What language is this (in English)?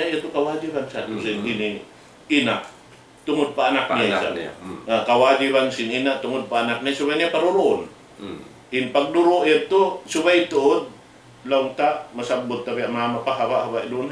Tausug